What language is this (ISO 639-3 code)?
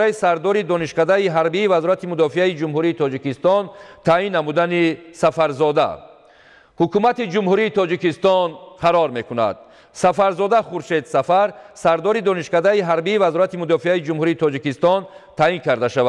tgk